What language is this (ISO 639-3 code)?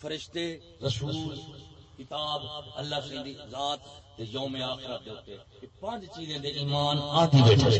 skr